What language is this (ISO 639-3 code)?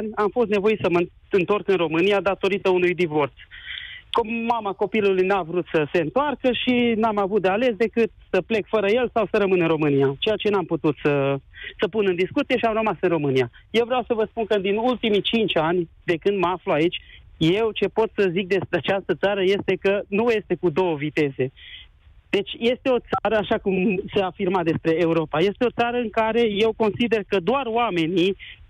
ron